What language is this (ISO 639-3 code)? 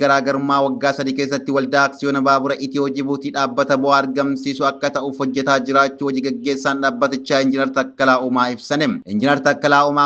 orm